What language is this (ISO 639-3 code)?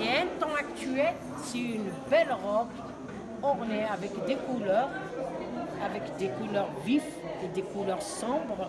kab